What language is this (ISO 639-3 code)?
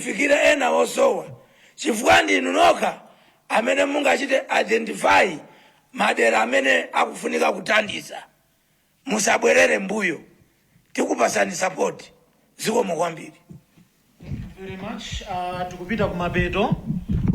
nya